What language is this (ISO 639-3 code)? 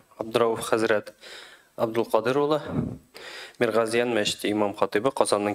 tat